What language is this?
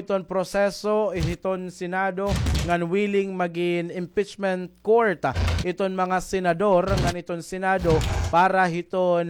Waray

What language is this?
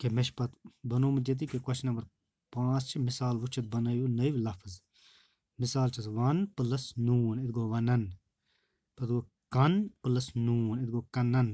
Kashmiri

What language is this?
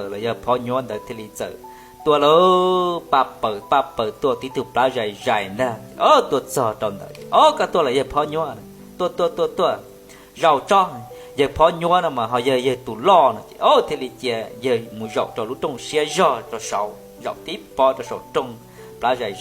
Hmong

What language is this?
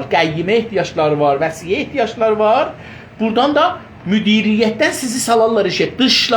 South Azerbaijani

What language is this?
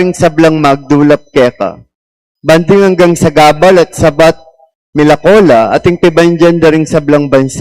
Pampanga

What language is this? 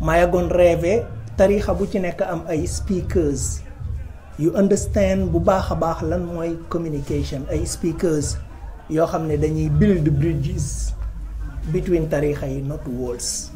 Wolof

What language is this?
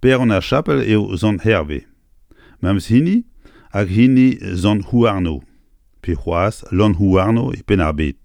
Breton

